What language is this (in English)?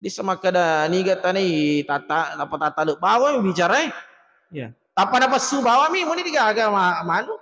Buginese